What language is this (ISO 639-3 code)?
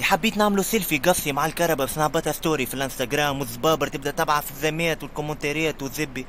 aeb